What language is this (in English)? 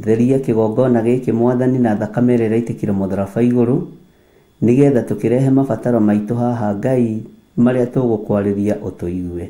Kikuyu